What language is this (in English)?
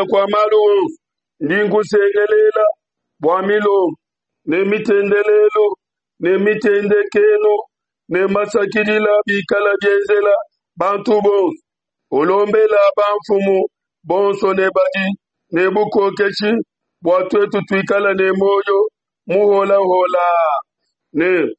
Luba-Lulua